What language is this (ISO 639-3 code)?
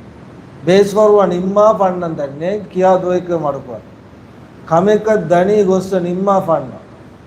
div